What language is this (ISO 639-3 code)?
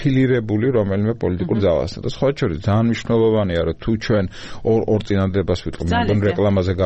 kat